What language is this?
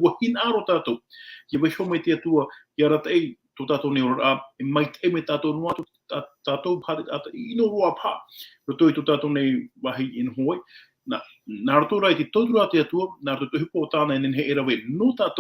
Tahitian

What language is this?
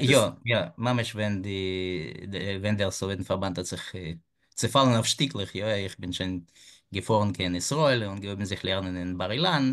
Yiddish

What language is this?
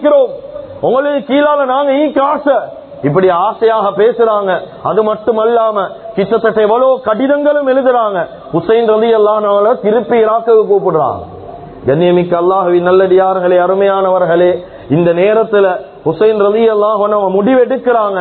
Tamil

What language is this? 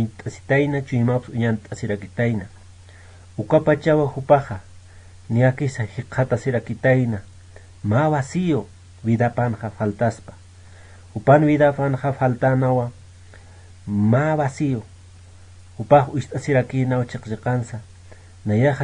Aymara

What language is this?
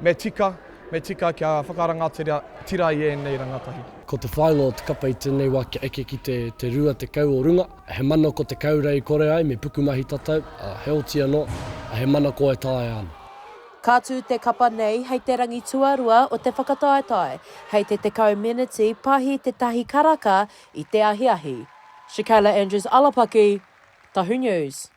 Māori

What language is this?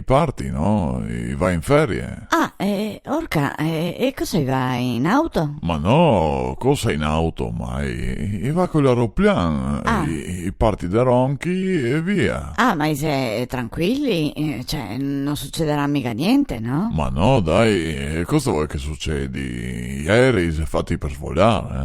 Venetian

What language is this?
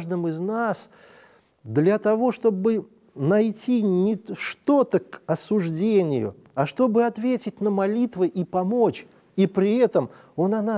Russian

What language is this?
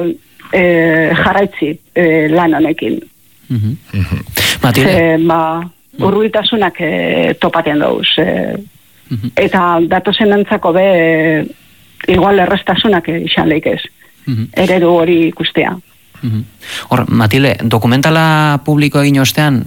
Basque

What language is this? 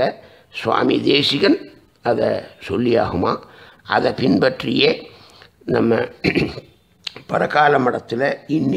Tamil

